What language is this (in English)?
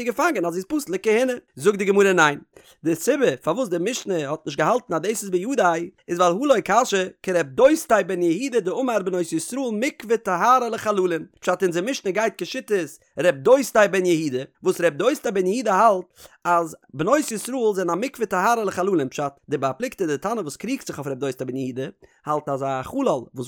Yiddish